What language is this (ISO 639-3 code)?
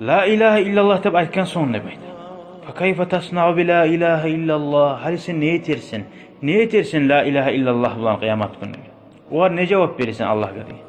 kum